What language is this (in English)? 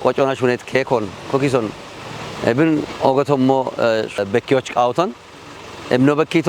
Kafa